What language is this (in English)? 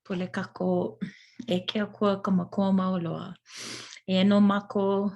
Hawaiian